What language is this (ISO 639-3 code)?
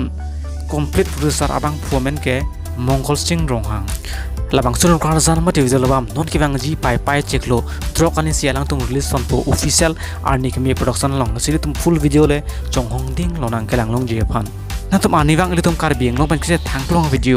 mjw